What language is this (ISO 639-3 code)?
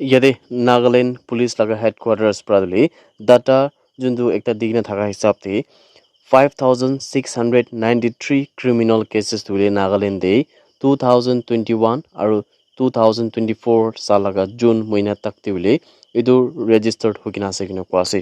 nag